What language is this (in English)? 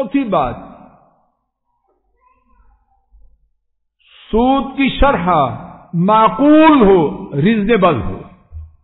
Urdu